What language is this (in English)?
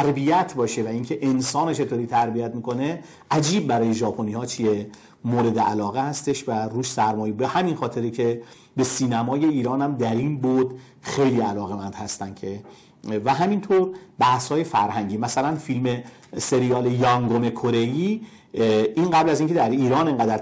Persian